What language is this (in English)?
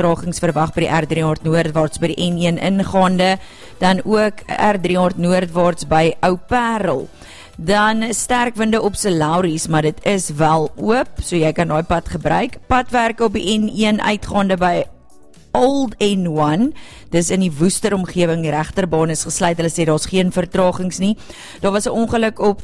Afrikaans